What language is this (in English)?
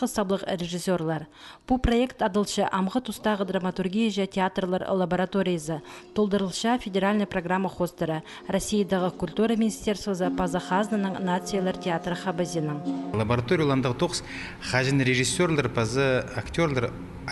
Khakas